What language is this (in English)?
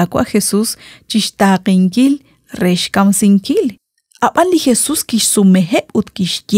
Kekchí